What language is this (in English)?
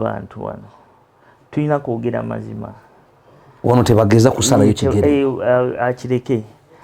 Ganda